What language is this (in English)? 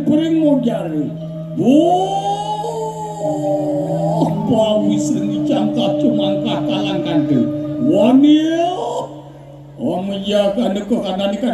Balinese